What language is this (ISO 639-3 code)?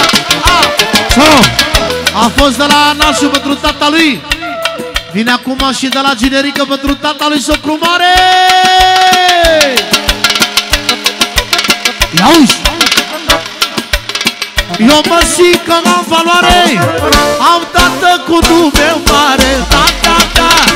ron